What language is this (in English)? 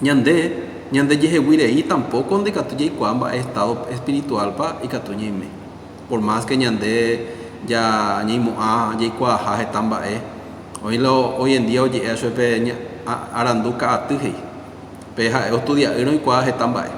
Guarani